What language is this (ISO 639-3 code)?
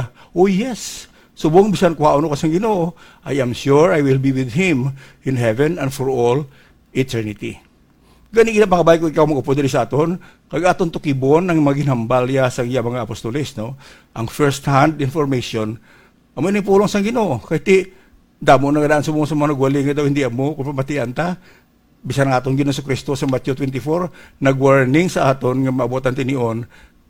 hil